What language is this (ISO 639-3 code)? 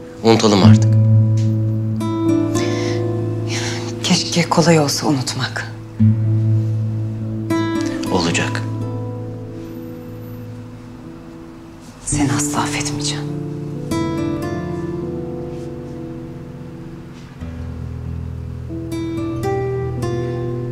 tur